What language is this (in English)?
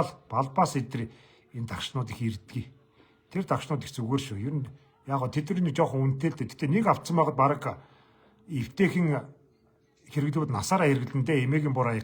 Mongolian